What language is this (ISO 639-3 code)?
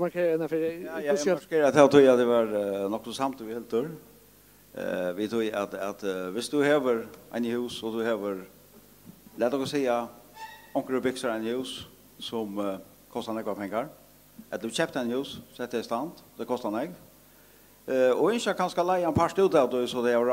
fao